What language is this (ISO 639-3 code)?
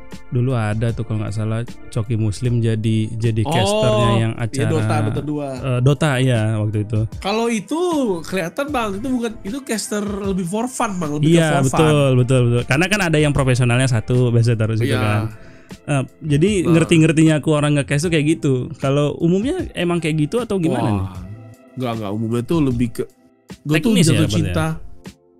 ind